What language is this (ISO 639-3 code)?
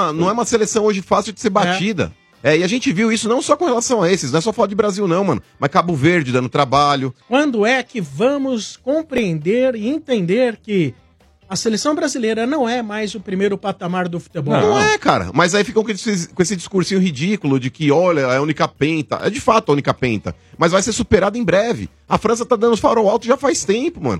por